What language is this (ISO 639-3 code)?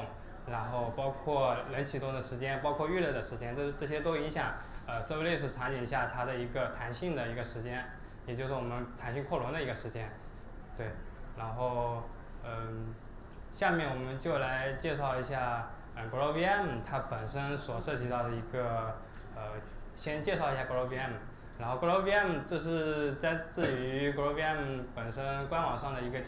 zho